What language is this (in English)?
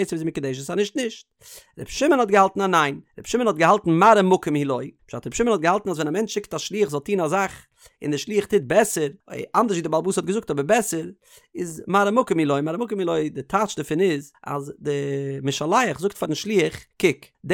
Yiddish